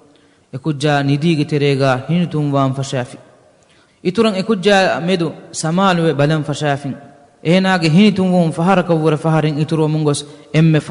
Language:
Divehi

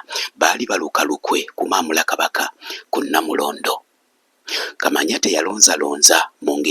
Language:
Ganda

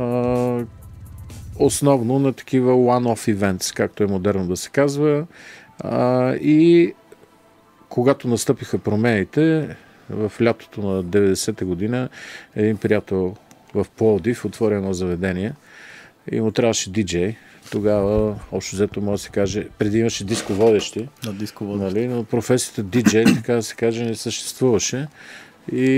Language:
Bulgarian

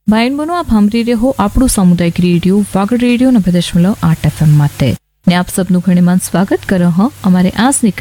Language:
Gujarati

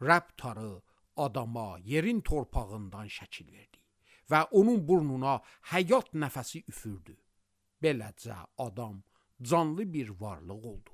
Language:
Azerbaijani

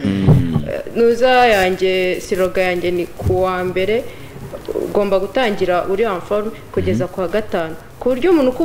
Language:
Kinyarwanda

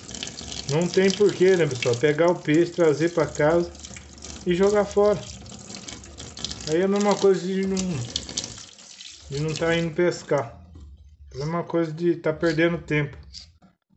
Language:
Portuguese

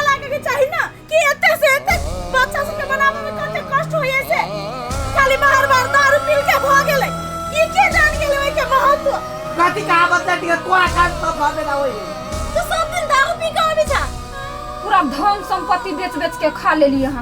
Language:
Maithili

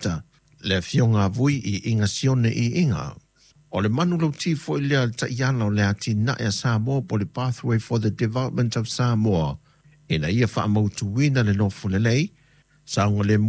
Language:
Samoan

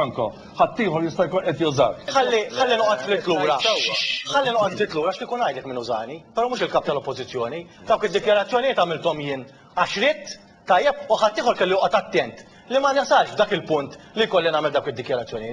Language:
Maltese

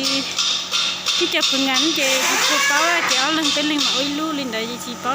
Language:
Hmong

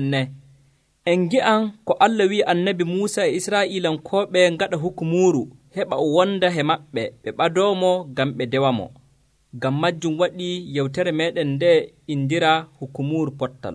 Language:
Nigerian Fulfulde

